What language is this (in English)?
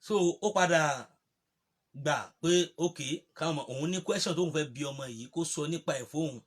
Yoruba